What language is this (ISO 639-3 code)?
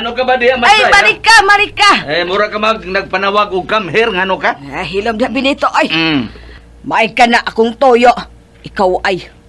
ceb